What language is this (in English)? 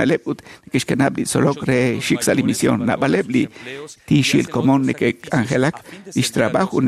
Kekchí